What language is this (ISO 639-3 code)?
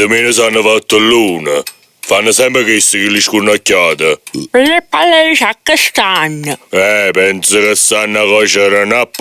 nap